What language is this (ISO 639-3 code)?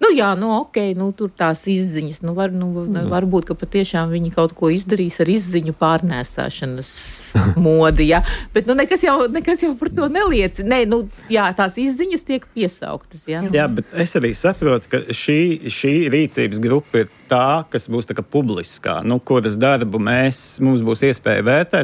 lav